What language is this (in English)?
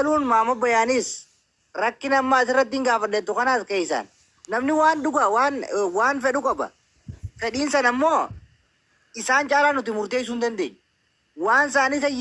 Oromo